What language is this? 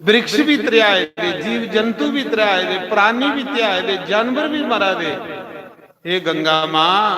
Dogri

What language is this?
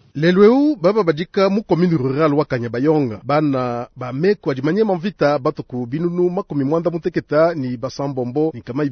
Luba-Lulua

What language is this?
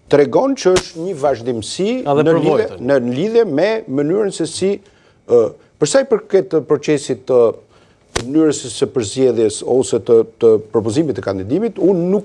Albanian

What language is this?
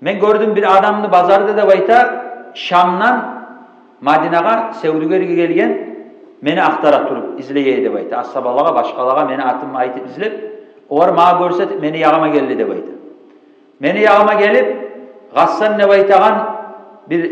Kumyk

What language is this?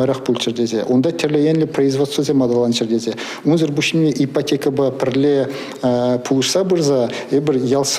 Chuvash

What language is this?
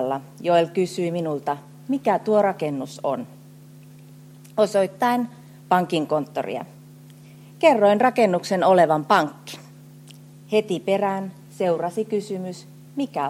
Finnish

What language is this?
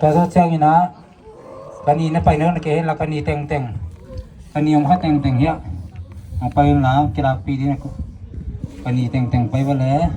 Paite Chin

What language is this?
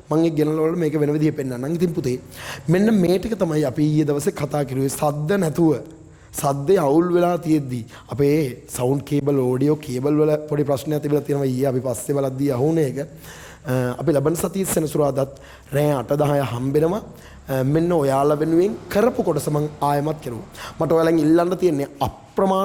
Sinhala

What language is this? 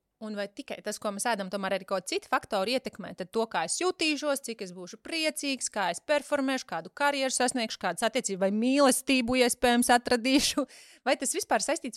Latvian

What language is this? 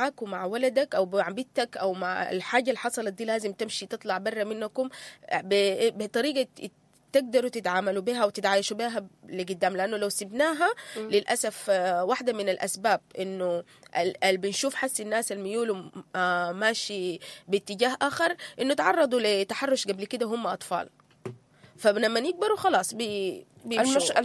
Sudanese Arabic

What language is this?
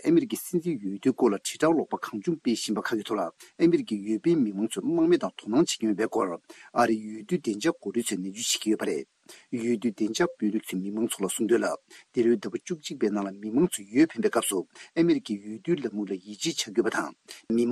Tibetan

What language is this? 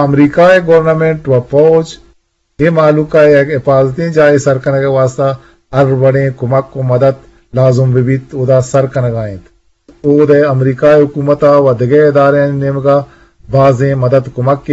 Eastern Balochi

